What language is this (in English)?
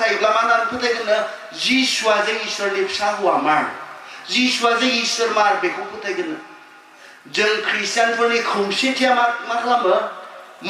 Bodo